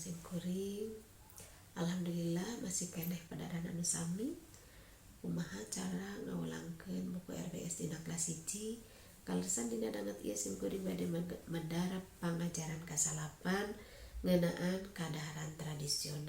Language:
Sundanese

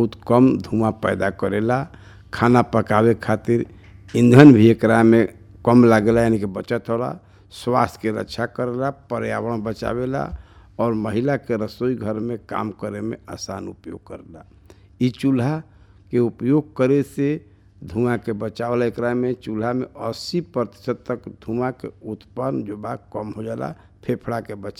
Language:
Bhojpuri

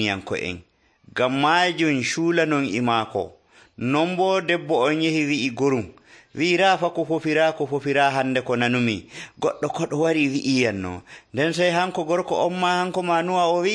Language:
Nigerian Fulfulde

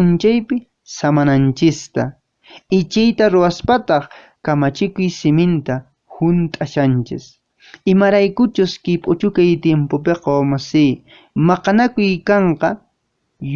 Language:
Quechua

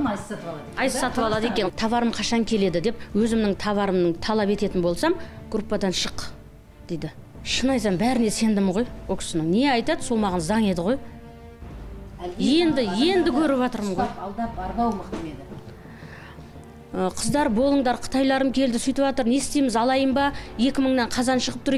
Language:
Kazakh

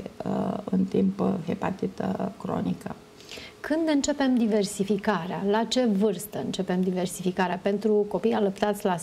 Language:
Romanian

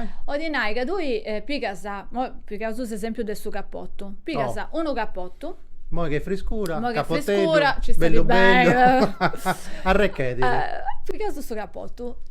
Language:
Sardinian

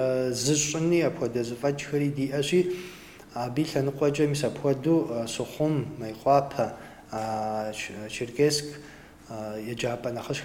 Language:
Kabardian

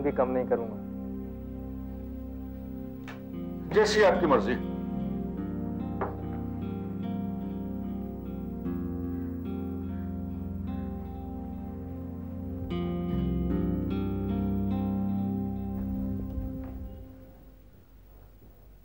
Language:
Hindi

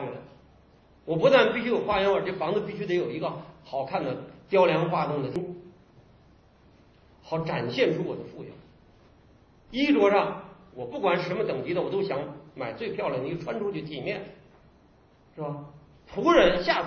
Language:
Chinese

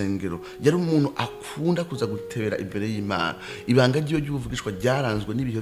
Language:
Rundi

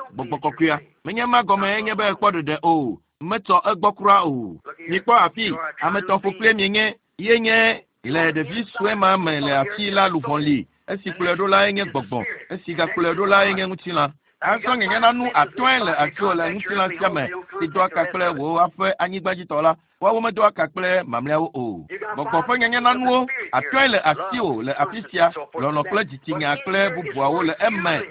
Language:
Ewe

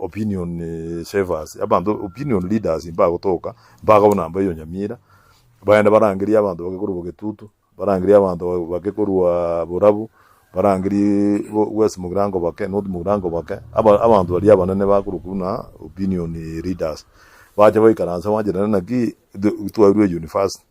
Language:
Gusii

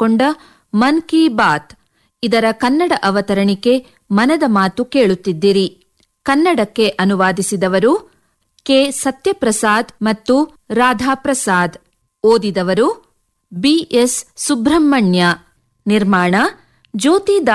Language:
Kannada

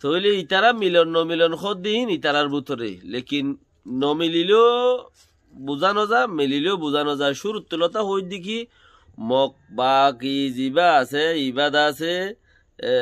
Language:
Rohingya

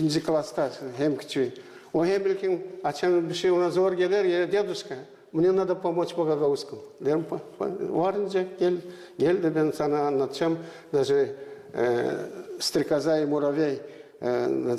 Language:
Gagauz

